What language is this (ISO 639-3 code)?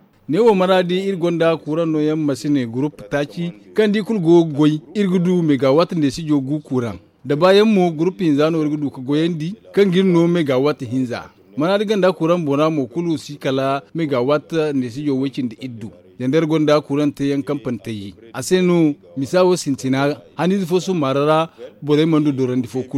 dje